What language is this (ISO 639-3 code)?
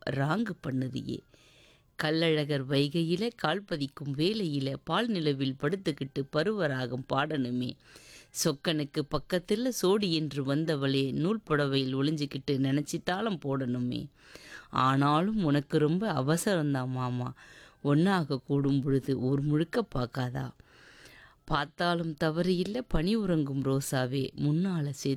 tam